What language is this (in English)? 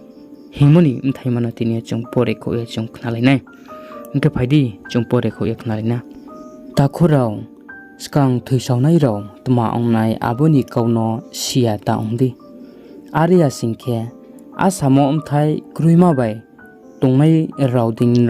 Riang (India)